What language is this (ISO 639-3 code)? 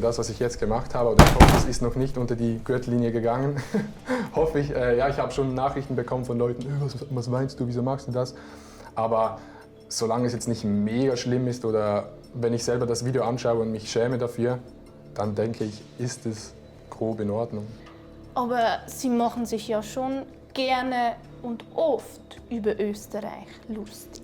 gsw